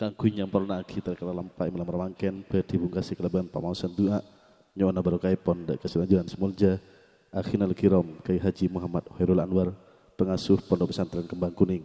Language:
Madurese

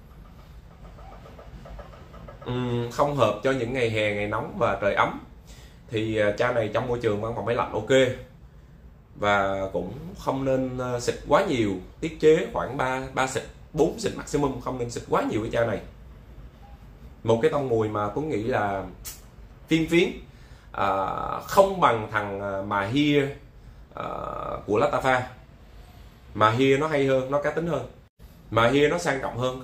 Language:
Vietnamese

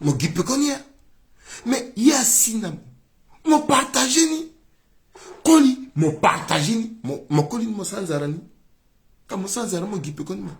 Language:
Sango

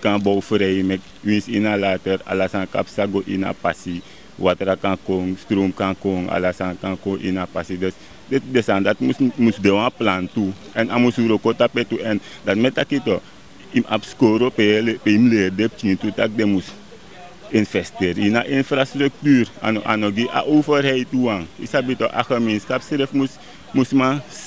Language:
Sranan Tongo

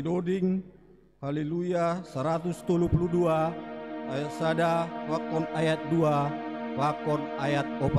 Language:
Batak Simalungun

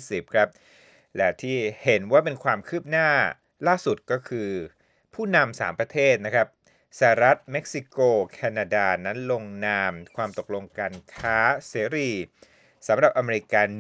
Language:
Thai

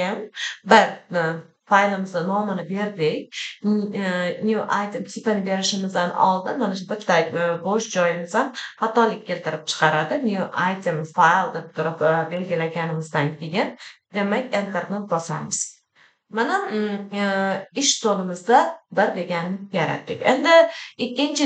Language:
Uzbek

